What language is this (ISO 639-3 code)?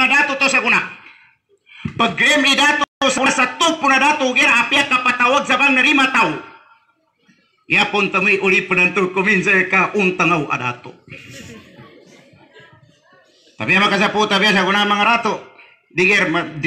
mrw